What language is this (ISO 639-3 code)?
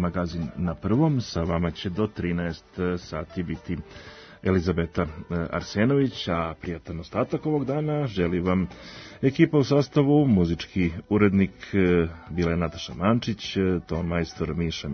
srp